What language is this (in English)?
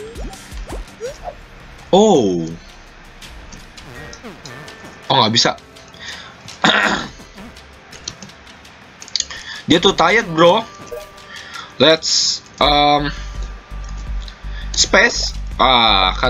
Indonesian